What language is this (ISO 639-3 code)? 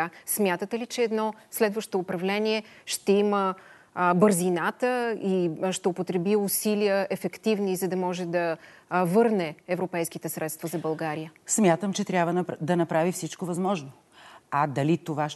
bul